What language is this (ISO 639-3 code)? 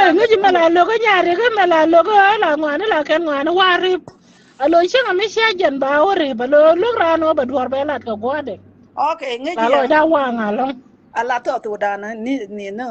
nus